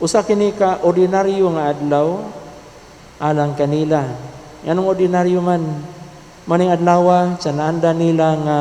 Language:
Cebuano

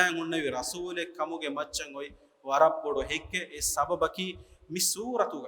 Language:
Divehi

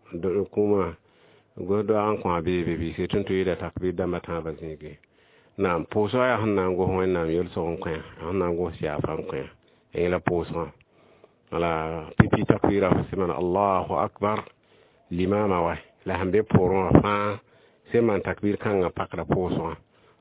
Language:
Mossi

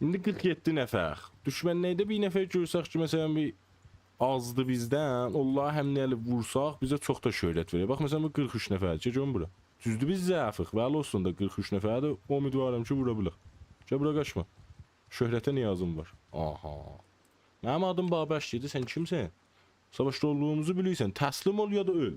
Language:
South Azerbaijani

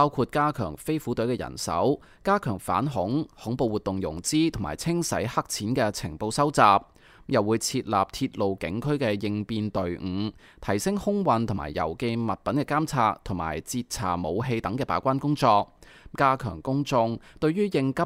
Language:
Cantonese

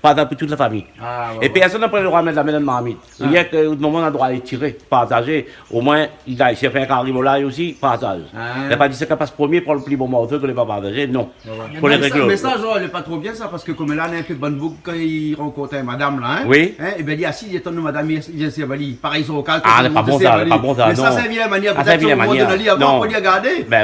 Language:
Réunion Creole French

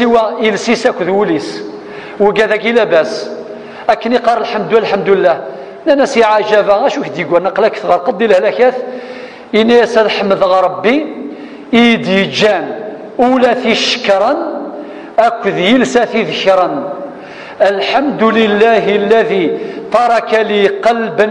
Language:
Kabyle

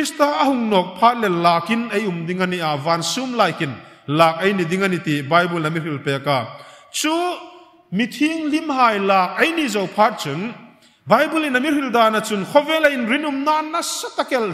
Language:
Hmar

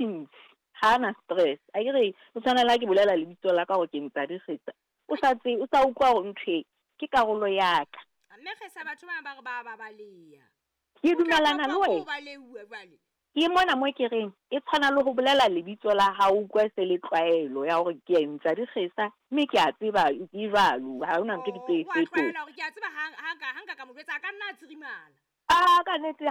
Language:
Southern Sotho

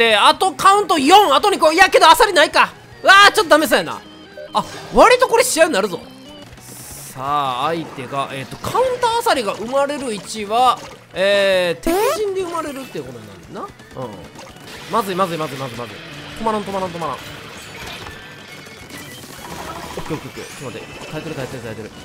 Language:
Japanese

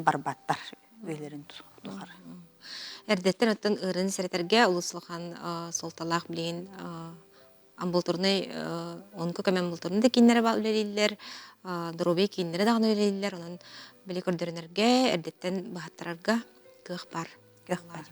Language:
Yakut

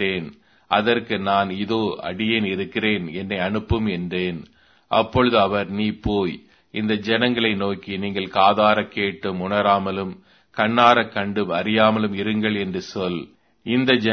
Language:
Tamil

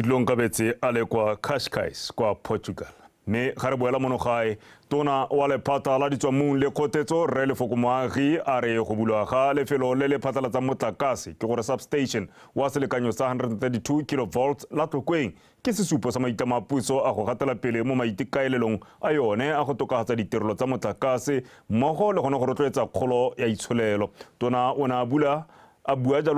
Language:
Tswana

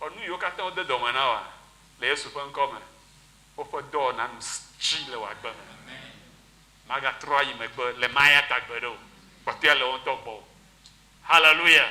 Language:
Ewe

